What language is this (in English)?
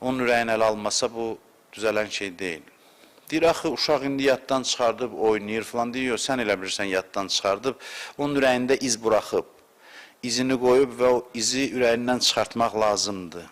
Azerbaijani